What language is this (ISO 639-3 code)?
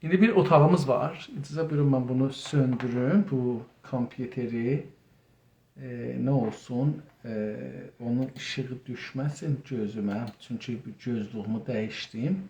azb